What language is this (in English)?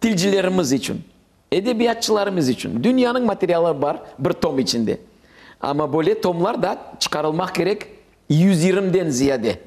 Crimean Tatar